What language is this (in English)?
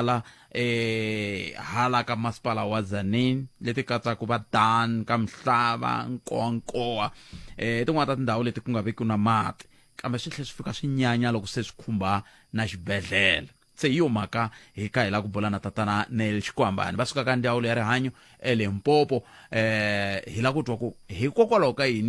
Tsonga